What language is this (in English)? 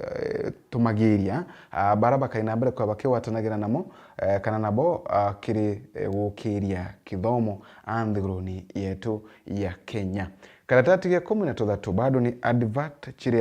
Meru